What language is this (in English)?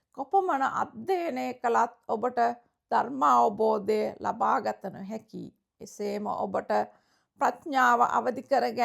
Sinhala